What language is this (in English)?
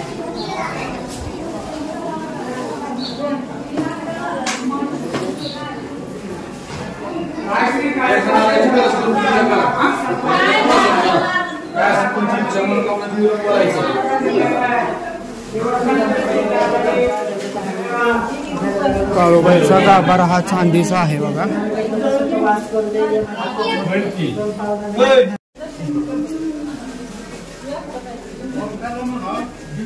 Marathi